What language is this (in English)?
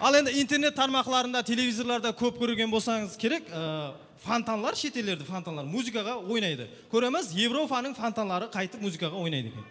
Kara-Kalpak